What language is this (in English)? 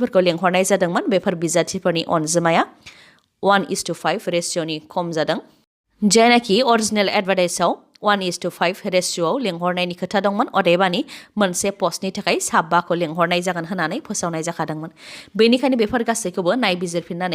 Bodo